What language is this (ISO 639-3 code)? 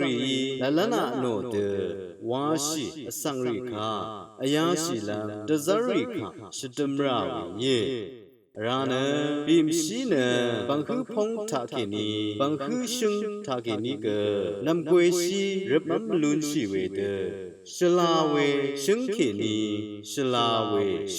raw